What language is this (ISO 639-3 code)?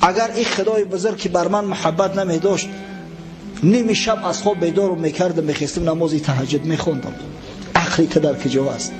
tgk